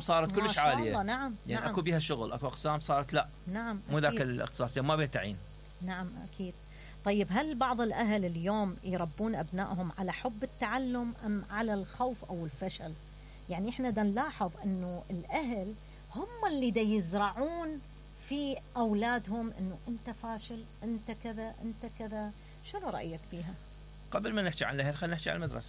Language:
Mesopotamian Arabic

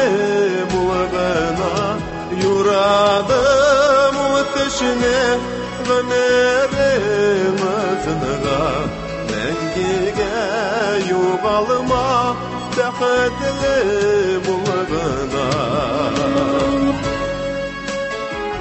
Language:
Tatar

